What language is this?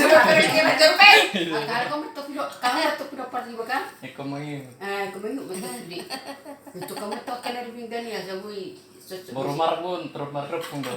Batak Toba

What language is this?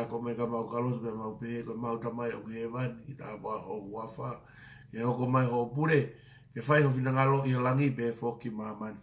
Tongan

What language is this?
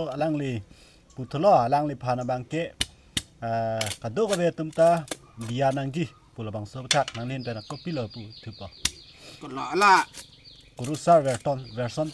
Karbi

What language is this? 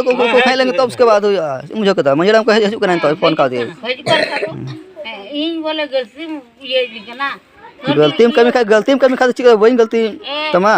Santali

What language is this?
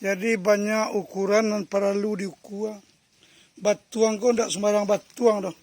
Minangkabau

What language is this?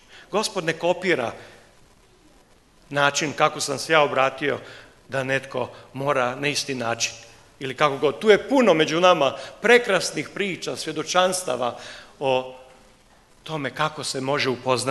Croatian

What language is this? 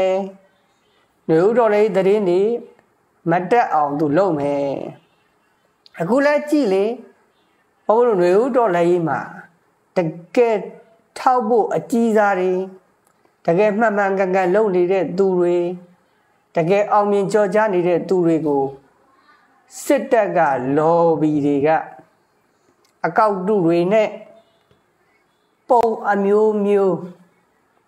Burmese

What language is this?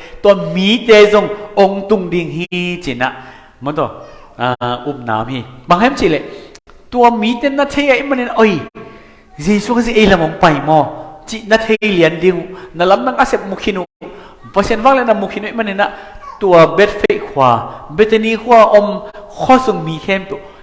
Tedim Chin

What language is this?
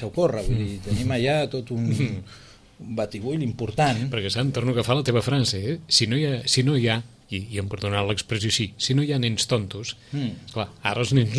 Catalan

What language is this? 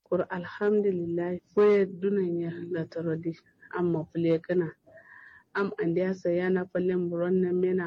Kanuri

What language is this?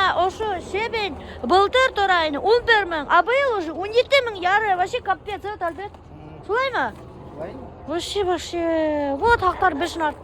Bashkir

